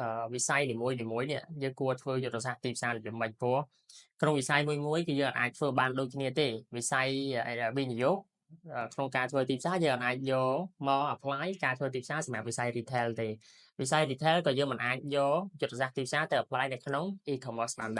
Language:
Khmer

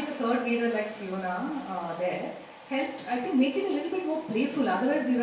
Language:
English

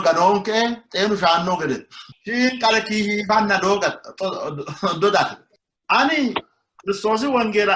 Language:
Sidamo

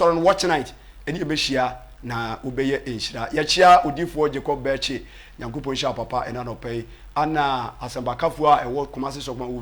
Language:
Akan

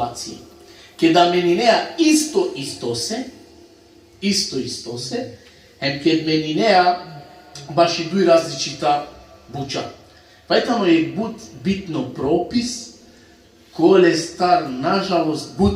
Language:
Balkan Romani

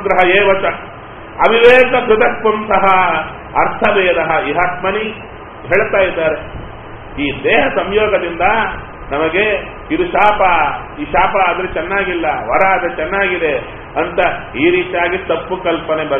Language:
Kannada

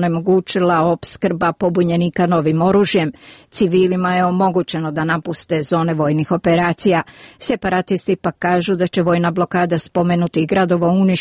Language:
Croatian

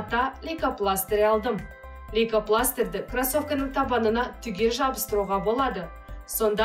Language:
Kazakh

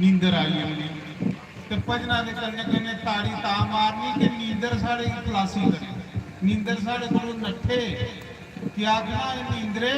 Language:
Dogri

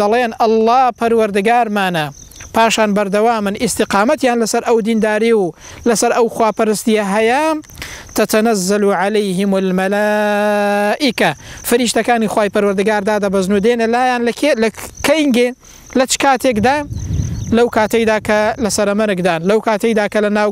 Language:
Central Kurdish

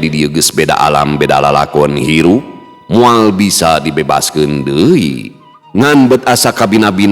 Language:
Sundanese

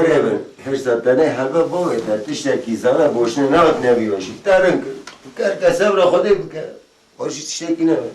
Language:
Kurdish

